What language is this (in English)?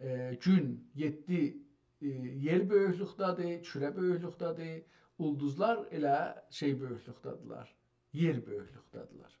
South Azerbaijani